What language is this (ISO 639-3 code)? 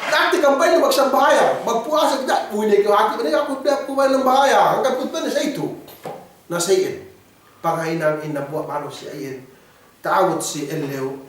yka